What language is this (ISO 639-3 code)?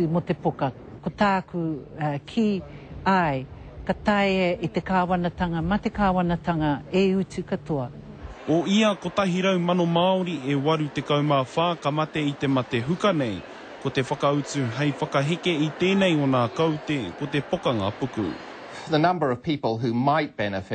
mri